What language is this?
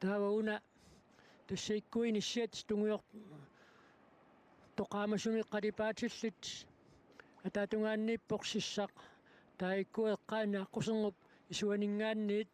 Kalaallisut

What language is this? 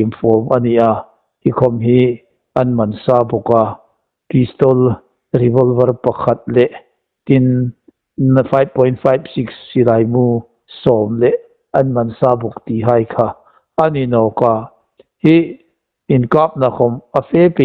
Hmar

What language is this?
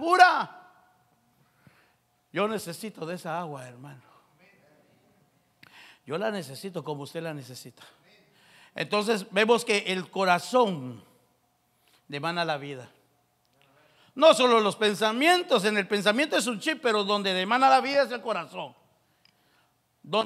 Spanish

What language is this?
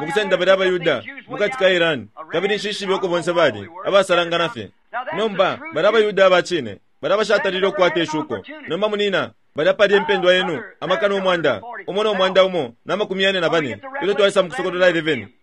Bemba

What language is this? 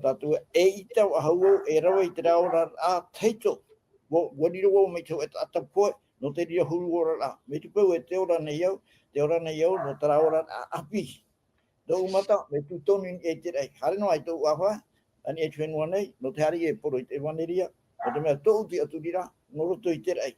Tahitian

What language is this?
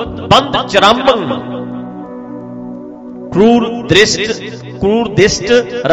Punjabi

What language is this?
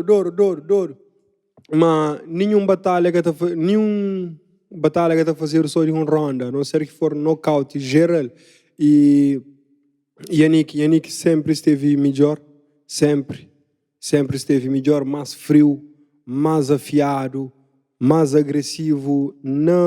Kabuverdianu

